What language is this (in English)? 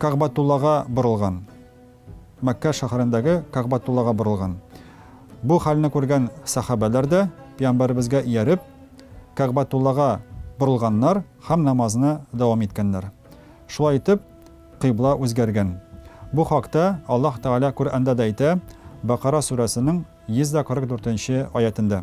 Tatar